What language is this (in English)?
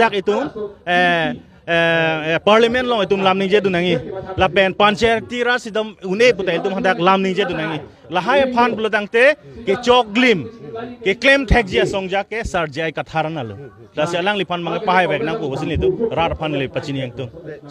Karbi